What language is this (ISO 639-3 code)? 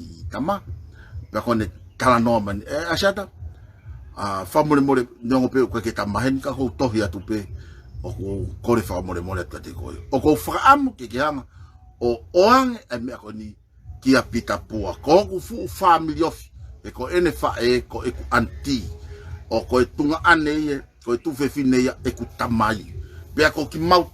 ton